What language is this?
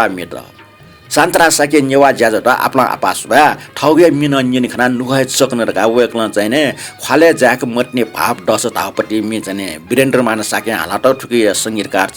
Newari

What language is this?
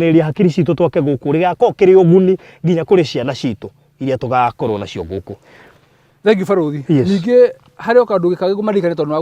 Kikuyu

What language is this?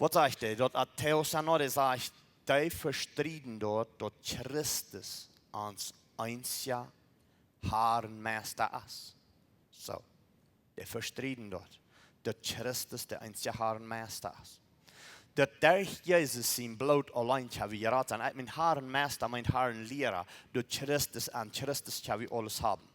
Plautdietsch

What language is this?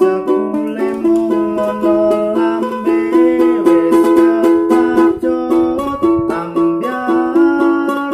Javanese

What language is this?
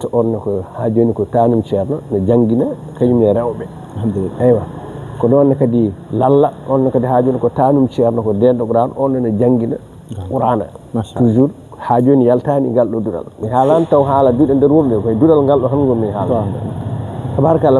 Fula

